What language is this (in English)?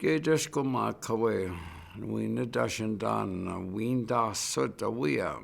Chippewa